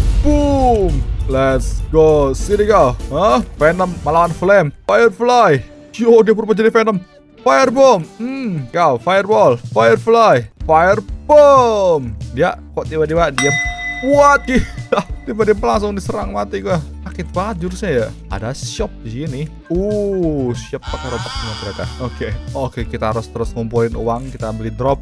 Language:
Indonesian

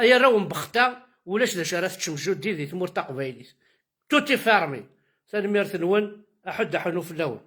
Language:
Kabyle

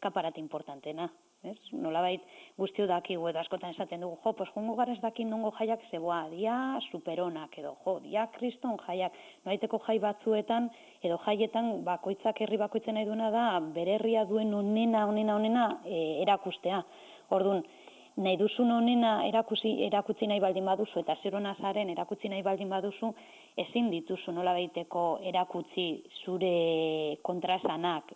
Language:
Basque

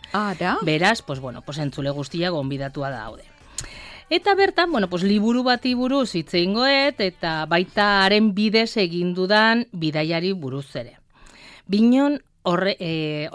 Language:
Basque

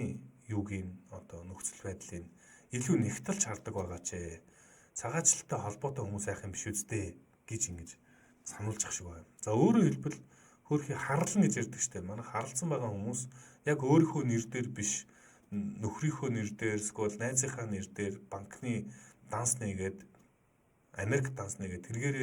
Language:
Mongolian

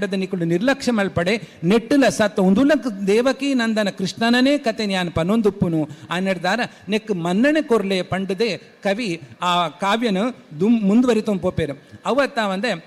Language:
Tulu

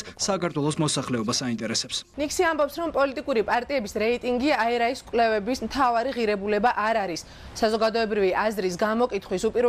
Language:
Georgian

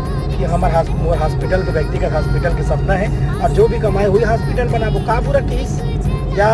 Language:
Chhattisgarhi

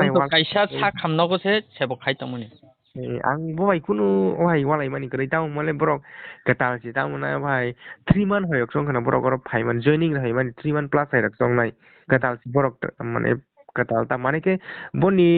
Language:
Kok Borok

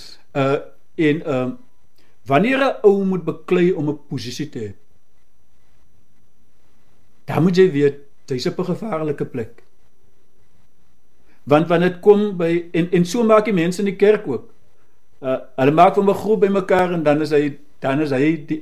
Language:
Afrikaans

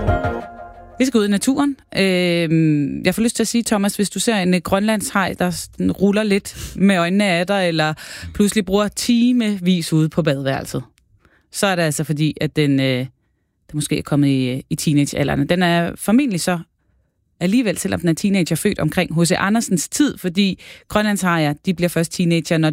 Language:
Danish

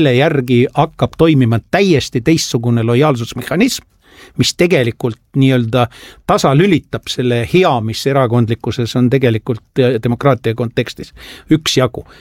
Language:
Estonian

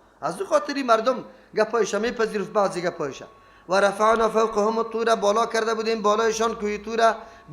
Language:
Persian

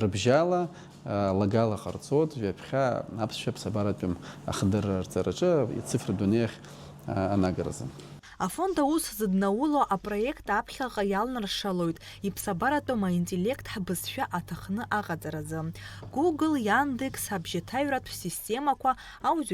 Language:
Abkhazian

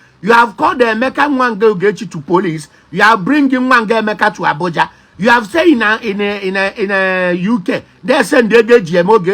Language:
Igbo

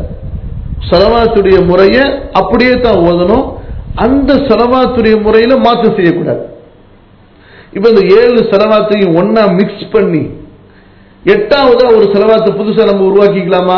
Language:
Tamil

